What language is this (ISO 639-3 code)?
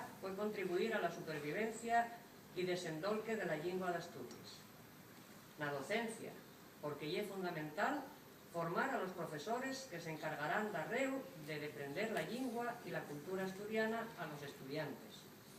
ast